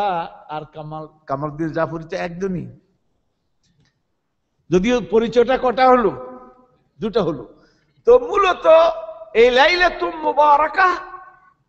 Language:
Bangla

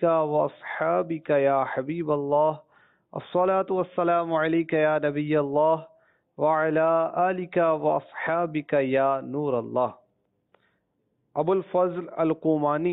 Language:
Urdu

